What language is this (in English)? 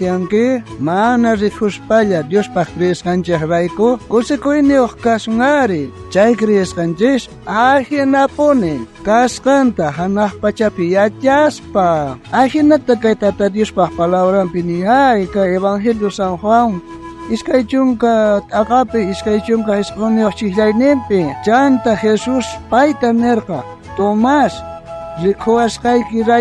South Bolivian Quechua